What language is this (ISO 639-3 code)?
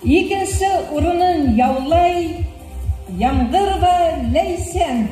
bak